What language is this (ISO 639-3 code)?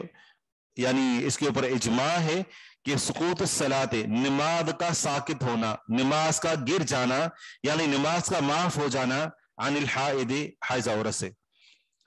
urd